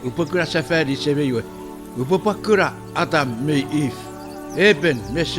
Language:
Chuukese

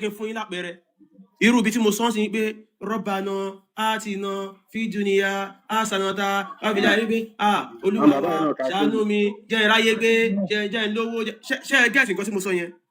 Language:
Yoruba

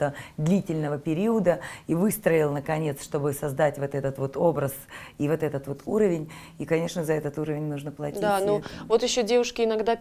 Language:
Russian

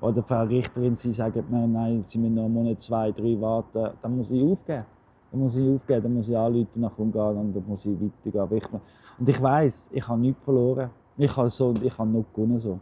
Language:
Swiss German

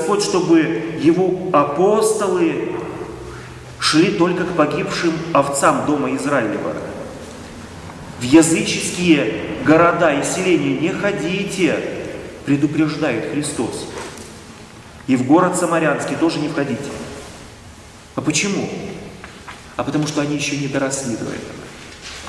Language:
Russian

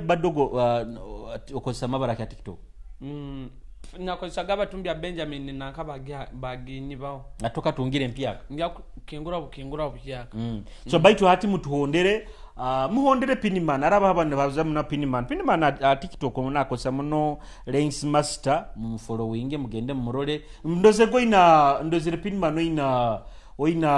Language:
Nyoro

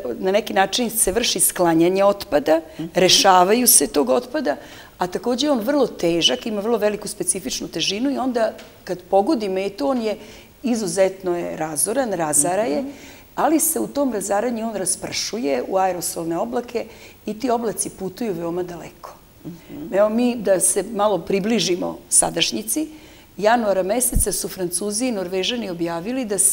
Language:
Serbian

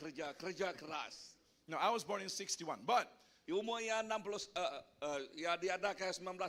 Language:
Iban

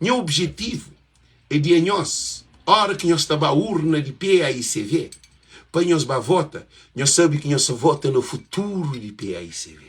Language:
Kabuverdianu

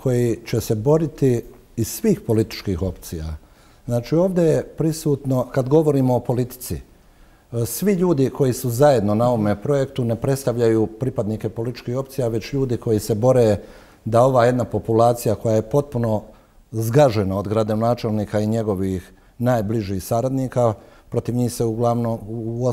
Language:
Bosnian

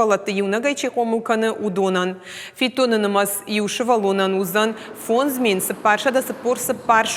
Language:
Ossetic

